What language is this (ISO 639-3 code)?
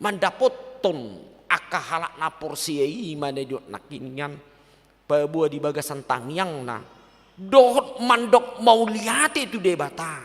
bbc